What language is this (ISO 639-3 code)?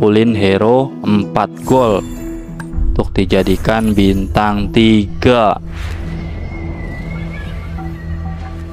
ind